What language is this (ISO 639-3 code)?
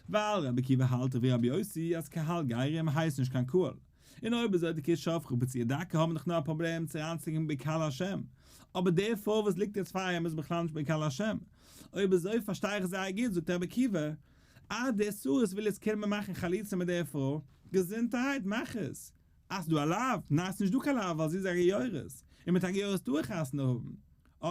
yid